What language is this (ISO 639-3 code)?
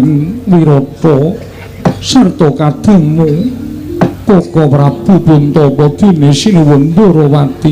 jav